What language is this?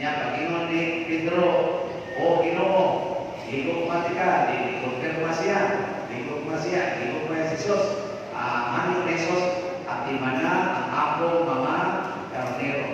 Cebuano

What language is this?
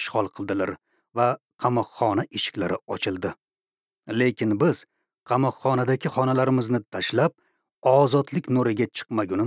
Uzbek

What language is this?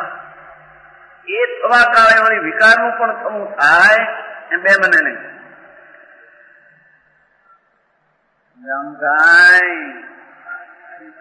Gujarati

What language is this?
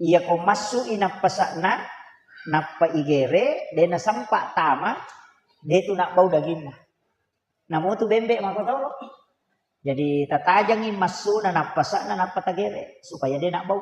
Buginese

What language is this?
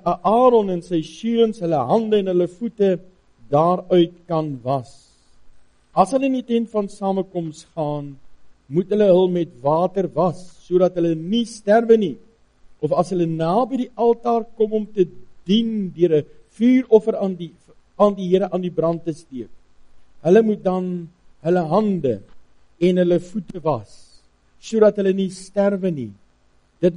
Afrikaans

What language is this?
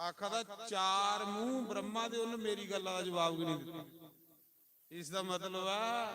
Dogri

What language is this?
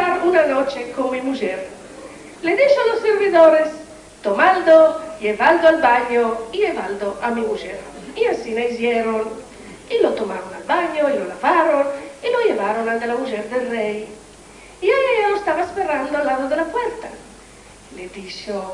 Ladino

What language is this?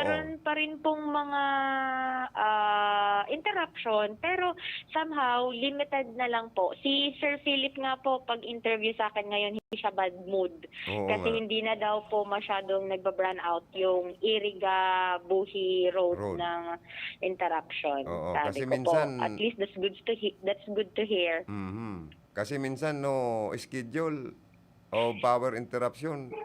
Bikol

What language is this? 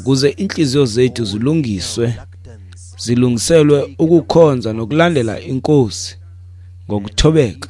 Xhosa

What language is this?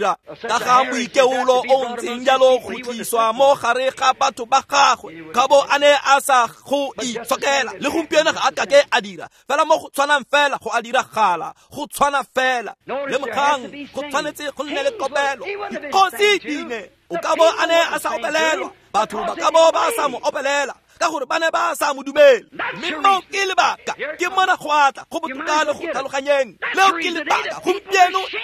Tswana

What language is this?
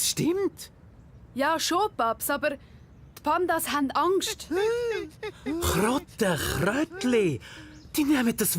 Swiss German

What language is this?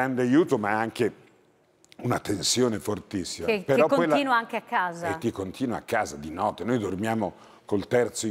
Italian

